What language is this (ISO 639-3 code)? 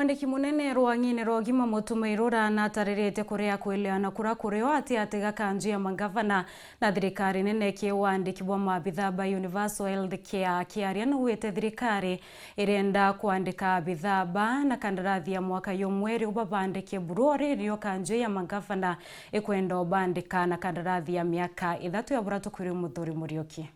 mer